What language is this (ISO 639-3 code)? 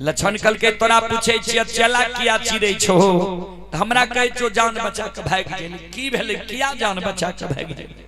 mai